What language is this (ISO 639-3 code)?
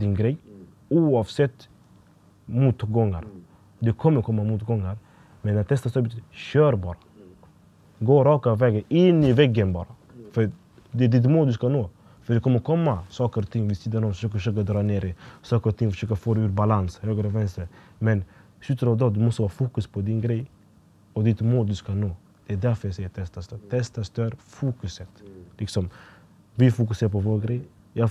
swe